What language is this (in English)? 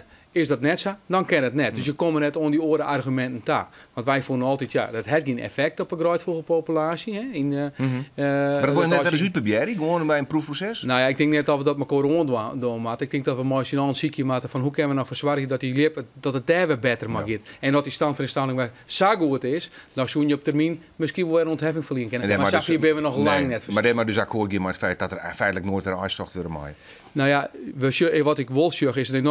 Western Frisian